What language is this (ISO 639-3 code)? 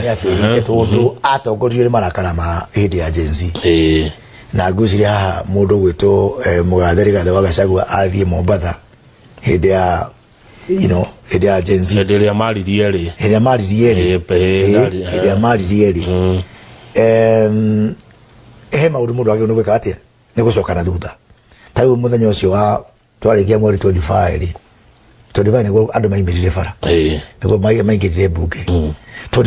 kik